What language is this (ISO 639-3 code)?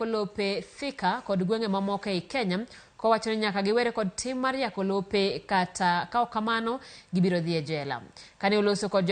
luo